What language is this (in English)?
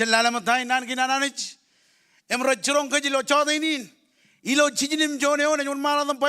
Marshallese